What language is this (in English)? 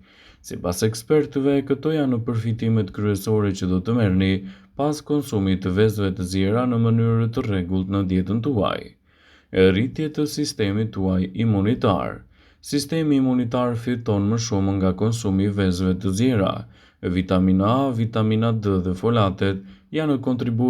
Albanian